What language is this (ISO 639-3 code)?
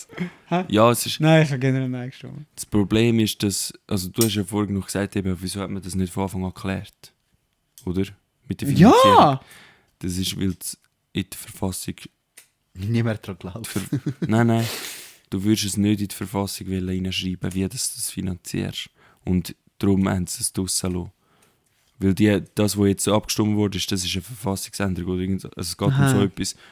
gsw